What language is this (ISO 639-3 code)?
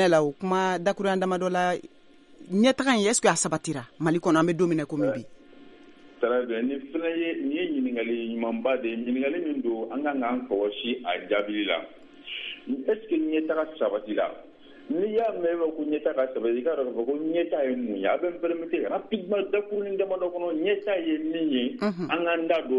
bam